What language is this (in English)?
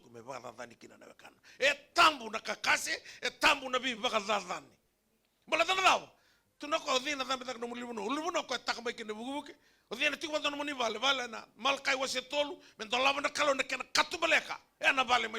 Fijian